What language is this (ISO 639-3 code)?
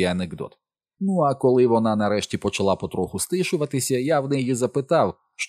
ukr